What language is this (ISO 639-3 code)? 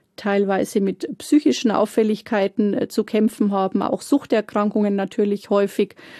deu